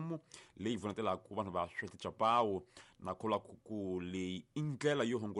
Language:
Tsonga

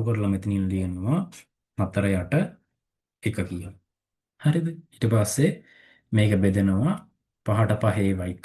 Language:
Sinhala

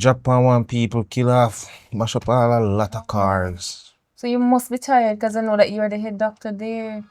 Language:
Jamaican Creole English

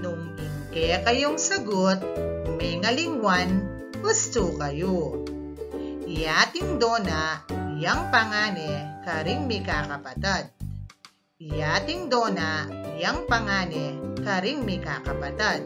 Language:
Pampanga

